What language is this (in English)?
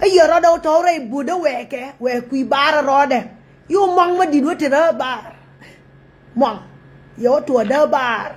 Nuer